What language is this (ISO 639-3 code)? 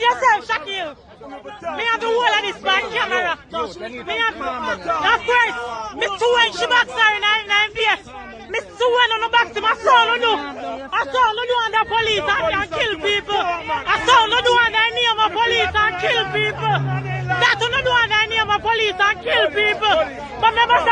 jam